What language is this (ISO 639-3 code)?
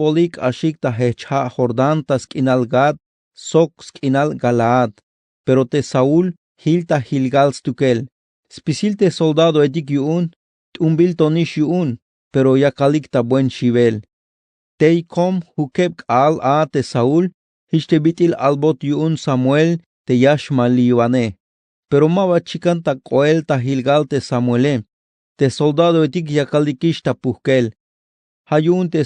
tzh